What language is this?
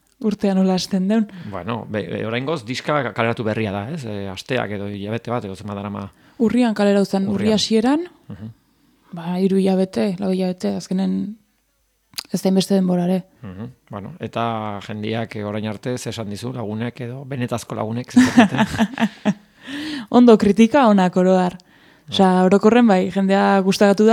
Basque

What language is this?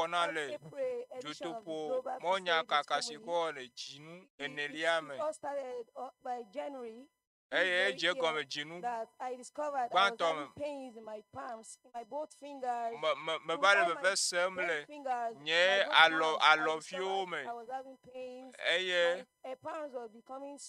Ewe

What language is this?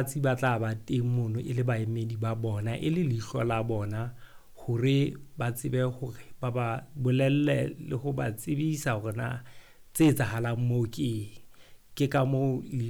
Southern Sotho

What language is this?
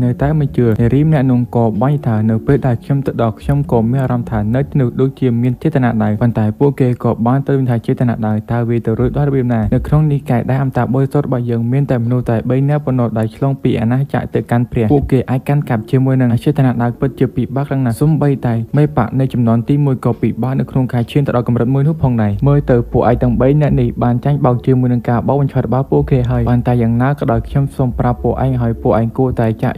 Khmer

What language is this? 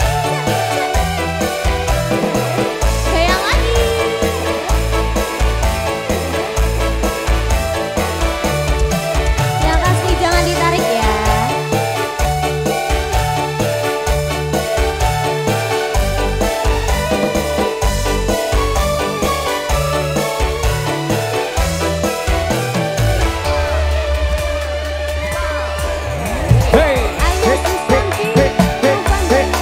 Indonesian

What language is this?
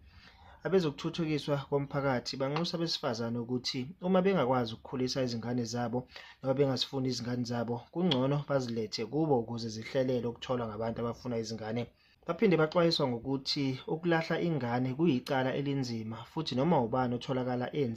Zulu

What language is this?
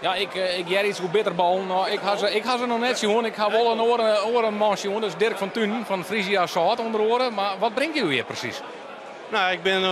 Western Frisian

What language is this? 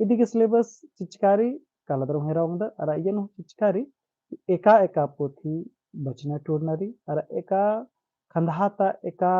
Kurukh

